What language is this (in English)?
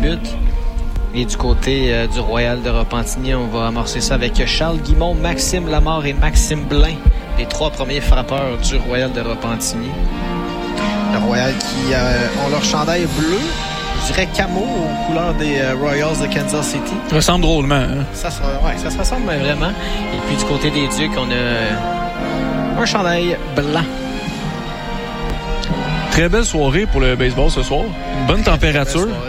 French